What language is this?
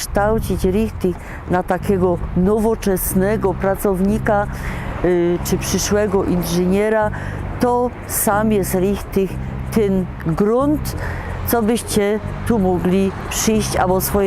Silesian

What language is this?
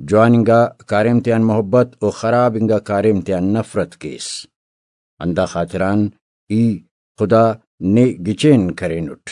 Brahui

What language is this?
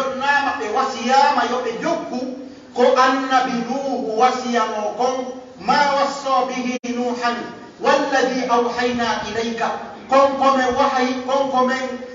Pular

